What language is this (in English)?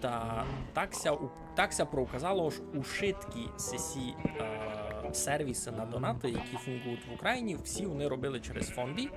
Rusyn